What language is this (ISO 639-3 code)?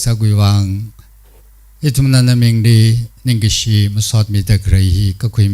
nmf